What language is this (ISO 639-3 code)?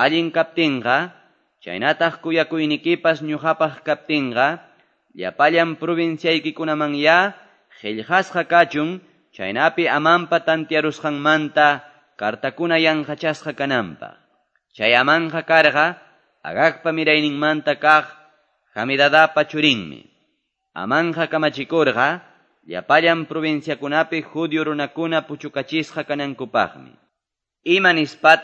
que